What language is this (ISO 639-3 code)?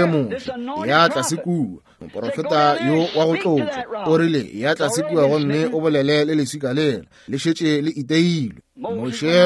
nso